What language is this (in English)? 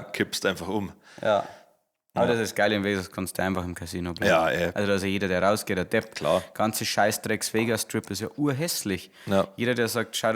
Bavarian